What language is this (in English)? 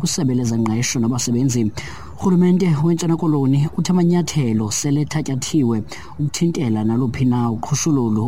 Xhosa